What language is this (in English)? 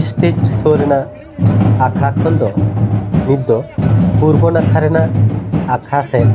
Santali